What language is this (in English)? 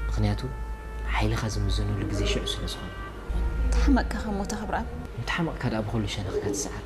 Tigrinya